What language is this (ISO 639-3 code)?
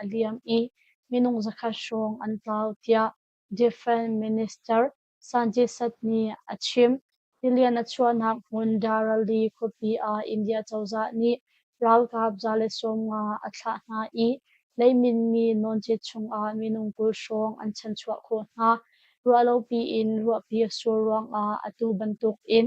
cnh